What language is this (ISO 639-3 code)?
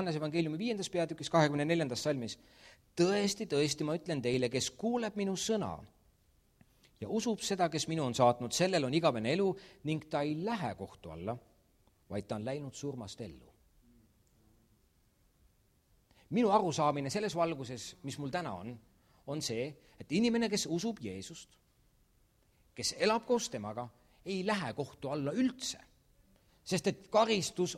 est